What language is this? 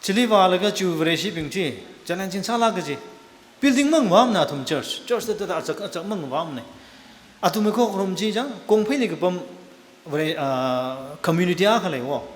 Tangkhul Naga (India)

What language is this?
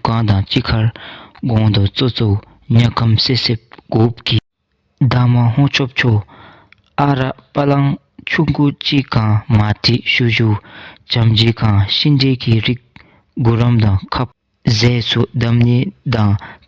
Dzongkha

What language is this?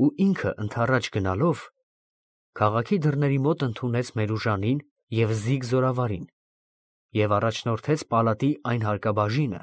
Armenian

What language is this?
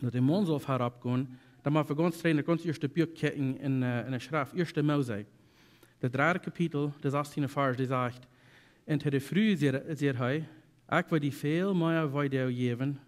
Plautdietsch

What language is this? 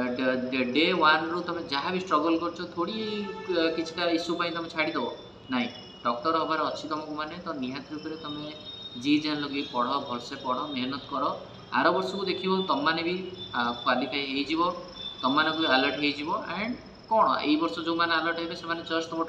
Odia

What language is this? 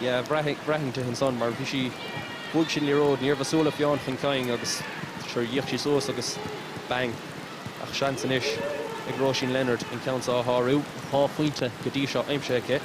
Irish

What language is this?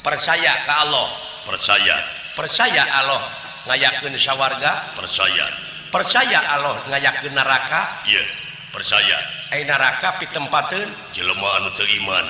Sundanese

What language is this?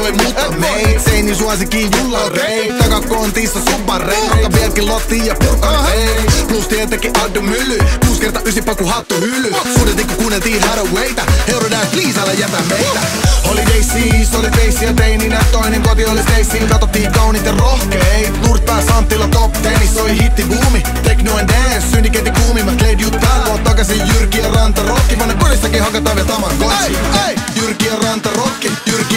Finnish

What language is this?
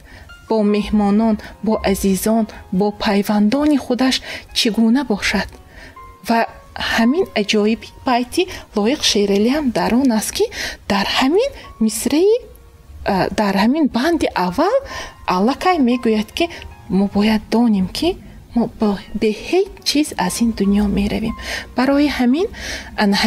Tajik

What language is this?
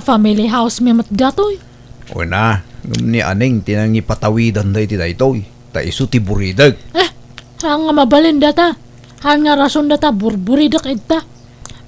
Iloko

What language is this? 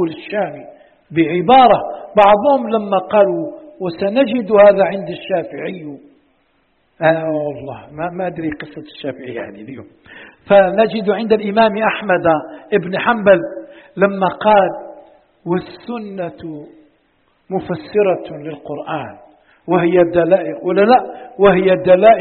Arabic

